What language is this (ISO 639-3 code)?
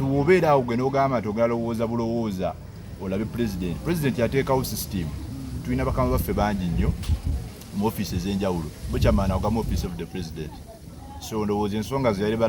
lug